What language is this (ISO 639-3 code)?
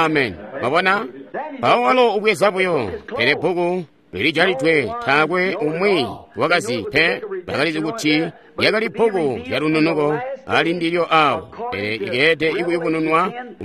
toi